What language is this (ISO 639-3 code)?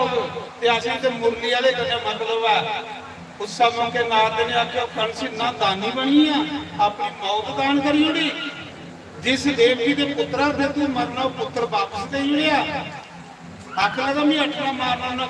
doi